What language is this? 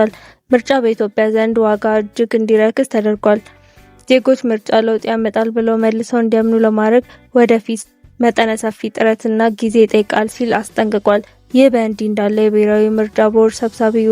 Amharic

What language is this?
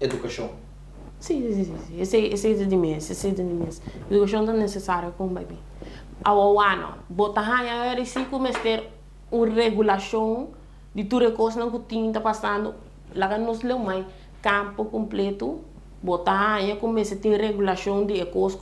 Papiamento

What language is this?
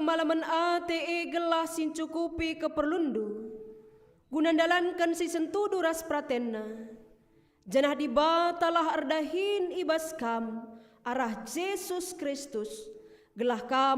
Batak Karo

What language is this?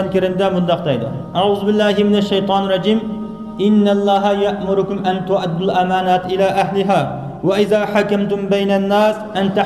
Uyghur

